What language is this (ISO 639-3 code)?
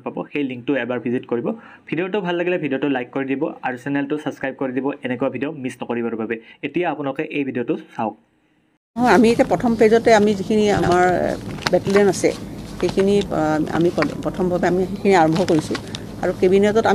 asm